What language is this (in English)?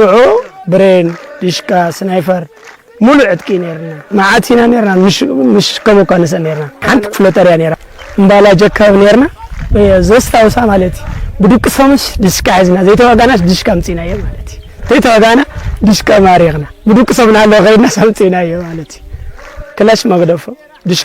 Tigrinya